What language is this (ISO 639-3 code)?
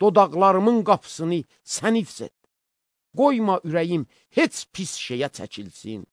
aze